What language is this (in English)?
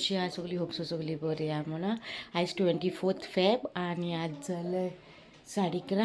Konkani